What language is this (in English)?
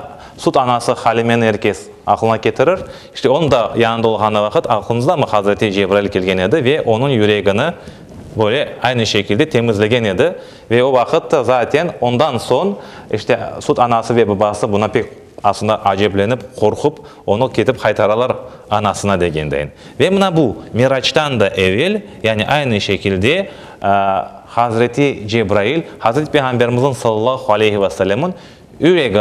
Crimean Tatar